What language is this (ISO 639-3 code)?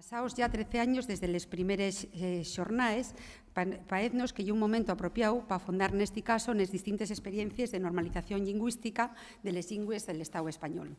ast